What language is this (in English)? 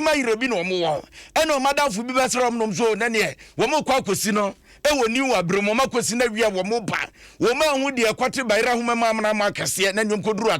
Akan